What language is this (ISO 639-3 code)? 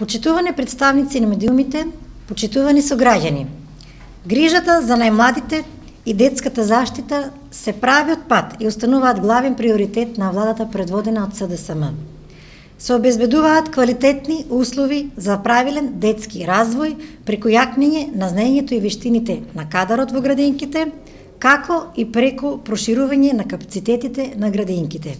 mkd